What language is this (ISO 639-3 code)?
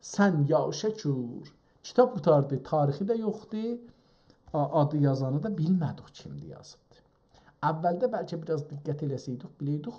azb